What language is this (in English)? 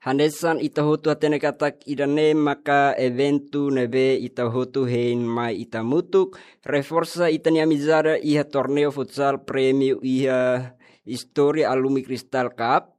Tetum